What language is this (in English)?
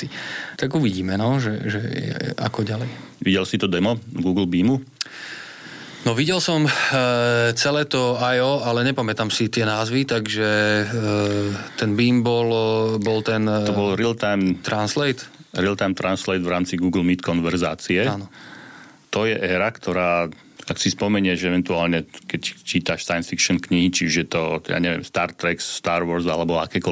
Slovak